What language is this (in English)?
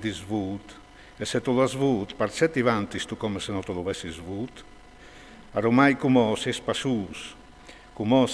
Friulian